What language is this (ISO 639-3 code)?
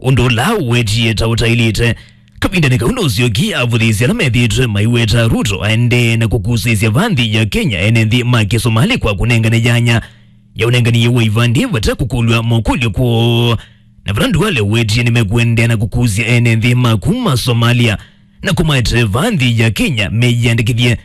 kam